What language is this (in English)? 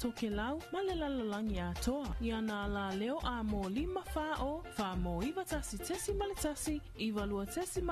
Samoan